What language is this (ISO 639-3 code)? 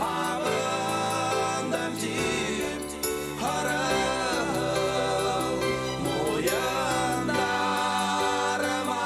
bak